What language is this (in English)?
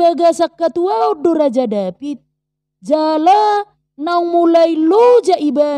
Batak Toba